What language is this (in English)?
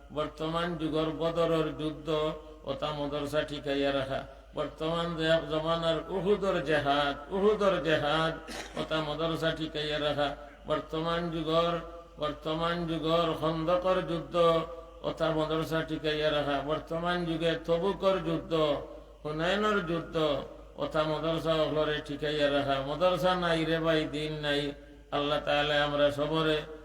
Sylheti